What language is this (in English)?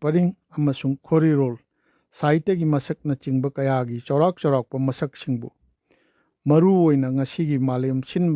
Manipuri